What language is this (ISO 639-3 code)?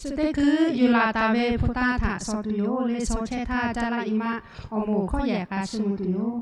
lhu